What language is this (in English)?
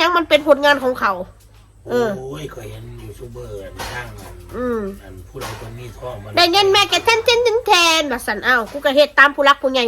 Northeastern Thai